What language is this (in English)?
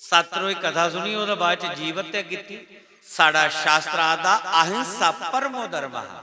Dogri